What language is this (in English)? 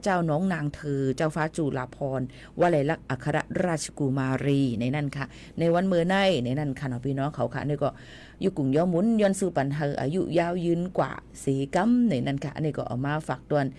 Shan